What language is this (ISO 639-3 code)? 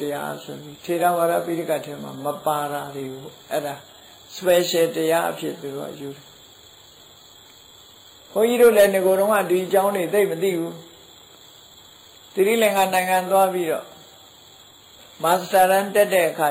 mya